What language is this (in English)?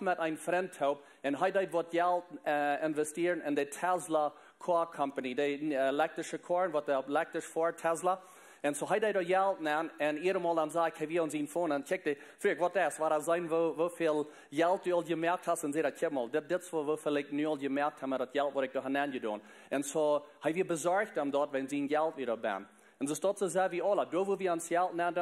Plautdietsch